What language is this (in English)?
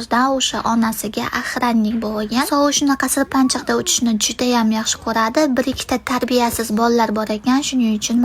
Uzbek